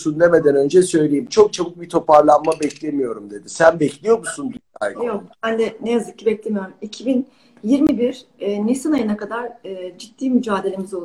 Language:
Turkish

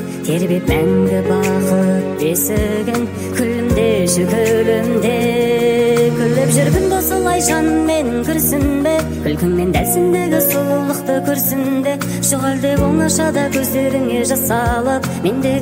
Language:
Kazakh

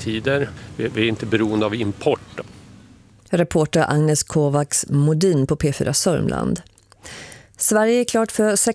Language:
Swedish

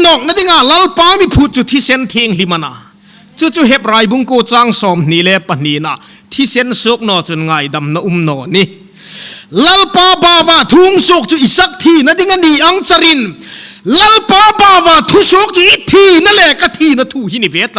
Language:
Hmar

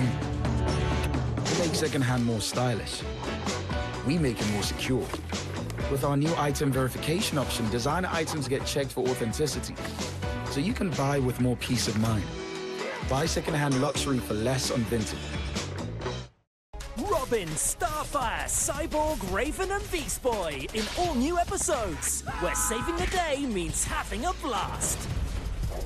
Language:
English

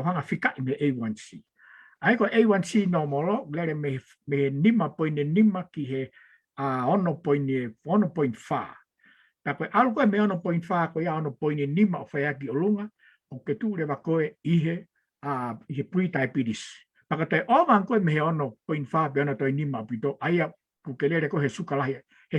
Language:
Tongan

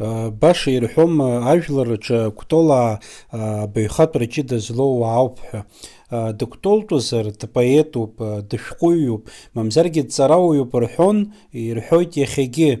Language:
Abkhazian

